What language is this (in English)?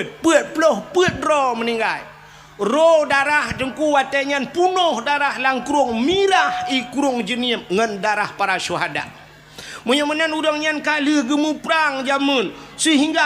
Achinese